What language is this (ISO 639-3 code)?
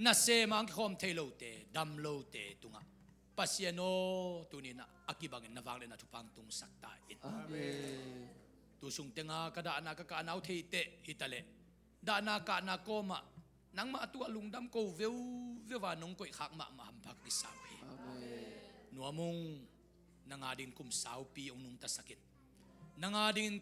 ctd